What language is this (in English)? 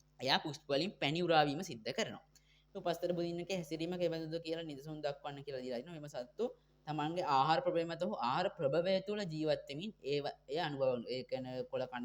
Sinhala